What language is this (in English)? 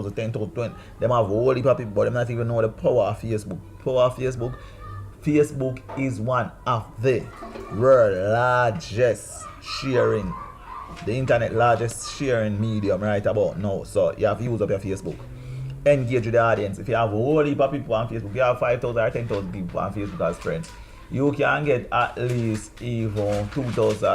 Jamaican Creole English